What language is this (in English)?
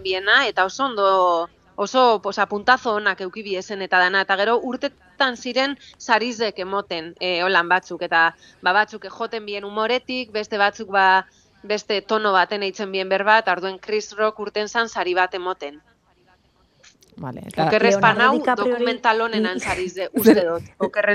Basque